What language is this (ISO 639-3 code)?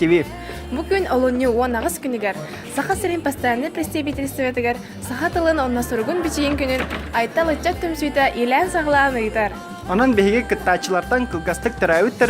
sah